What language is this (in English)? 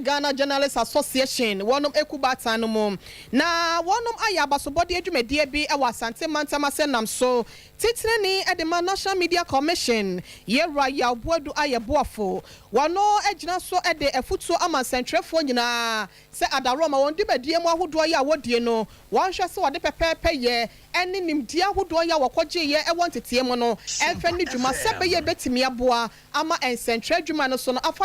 Akan